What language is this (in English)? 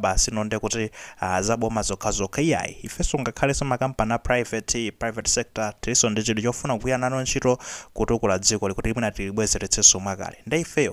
Nyanja